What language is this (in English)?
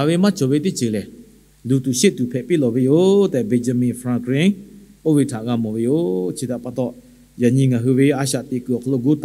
Lahu